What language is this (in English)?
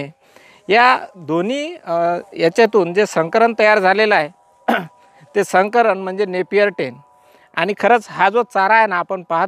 Marathi